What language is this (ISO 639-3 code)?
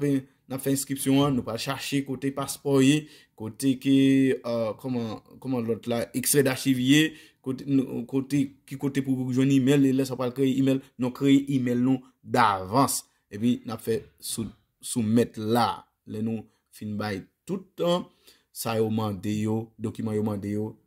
hat